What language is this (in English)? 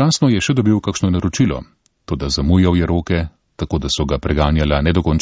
Slovenian